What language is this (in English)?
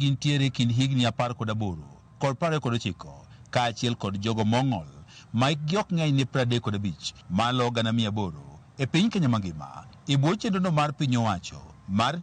Luo (Kenya and Tanzania)